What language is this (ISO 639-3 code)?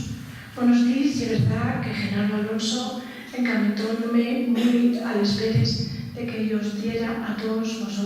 ast